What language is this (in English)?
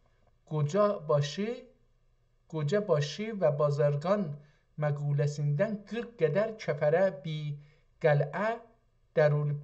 South Azerbaijani